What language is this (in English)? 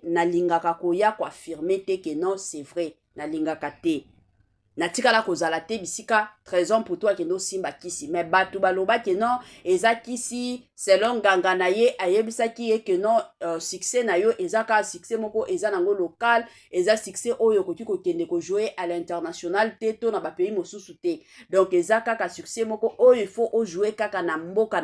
Lingala